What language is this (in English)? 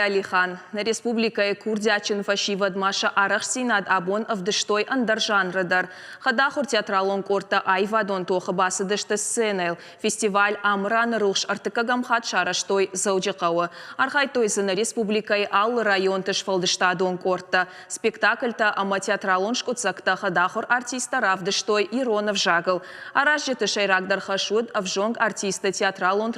Ossetic